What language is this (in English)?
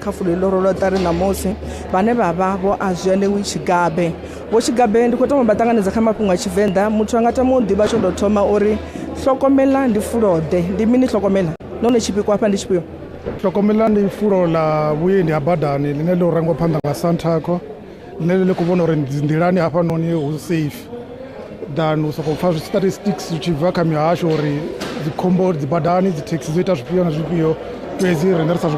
Venda